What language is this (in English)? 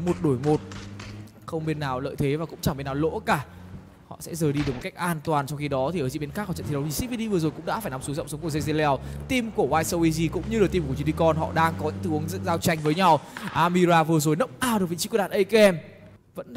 Vietnamese